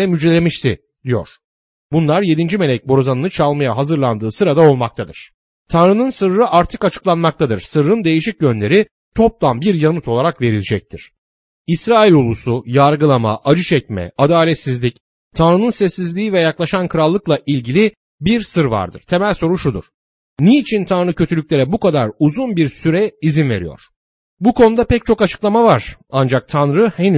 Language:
Turkish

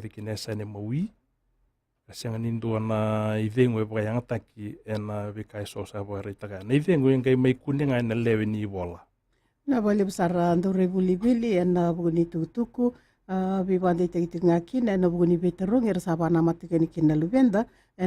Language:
Fijian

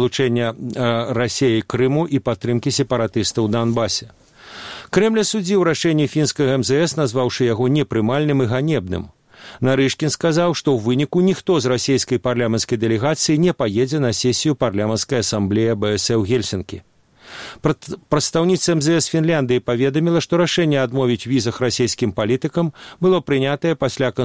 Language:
Belarusian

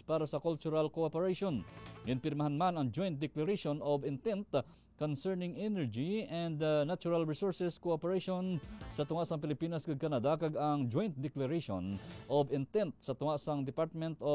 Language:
Hiligaynon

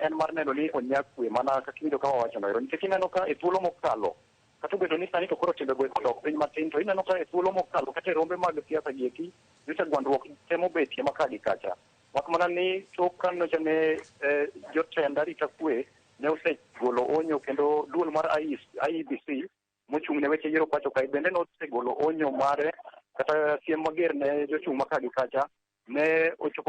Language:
Luo (Kenya and Tanzania)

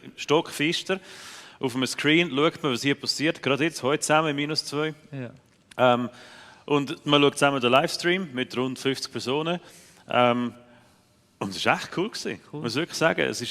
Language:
Swiss German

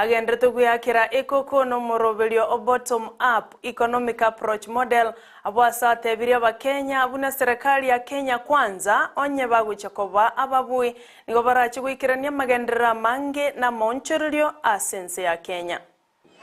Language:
Gusii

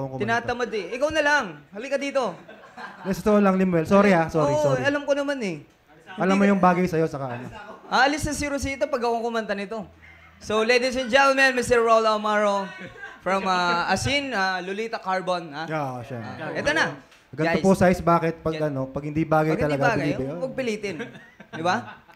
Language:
Filipino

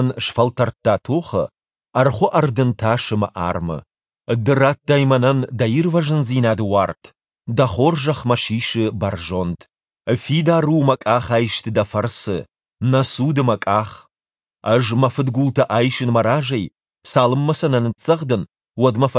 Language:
Ossetic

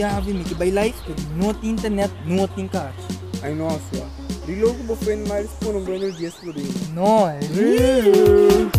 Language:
Papiamento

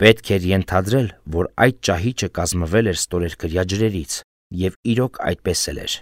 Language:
Armenian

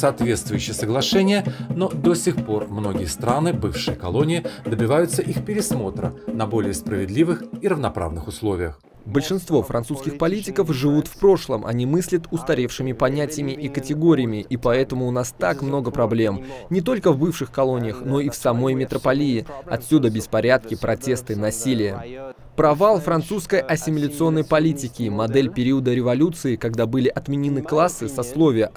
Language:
Russian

